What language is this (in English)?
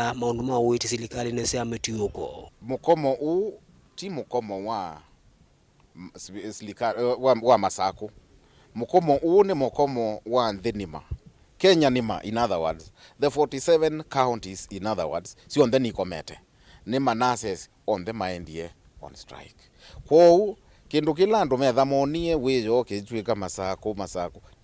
Kamba